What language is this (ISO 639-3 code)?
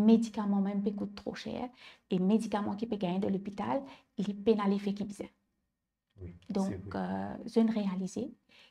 mfe